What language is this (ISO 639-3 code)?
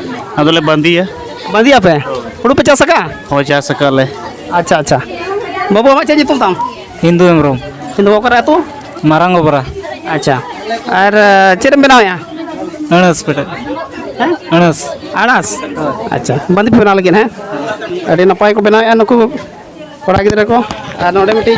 sat